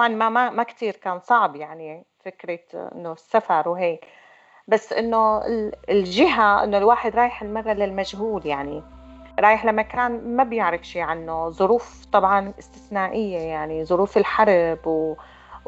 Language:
North Levantine Arabic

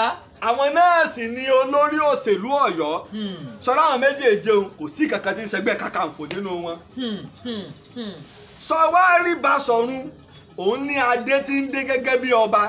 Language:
Yoruba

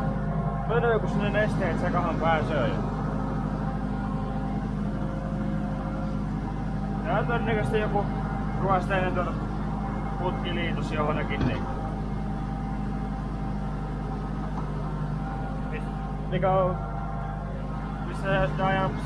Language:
Finnish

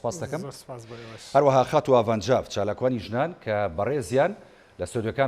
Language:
Central Kurdish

